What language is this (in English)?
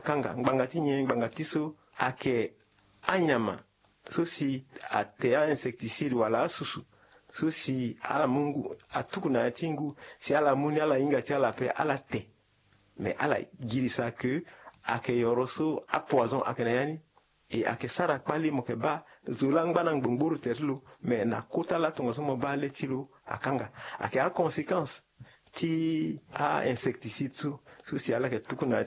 Sango